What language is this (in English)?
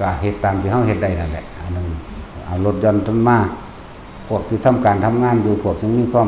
Lao